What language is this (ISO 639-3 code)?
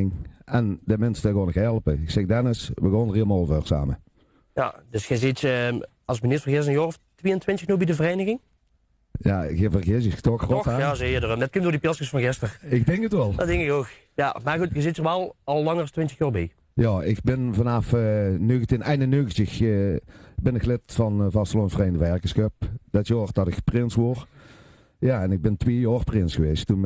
lim